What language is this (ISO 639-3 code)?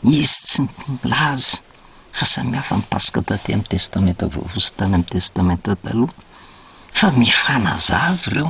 mlg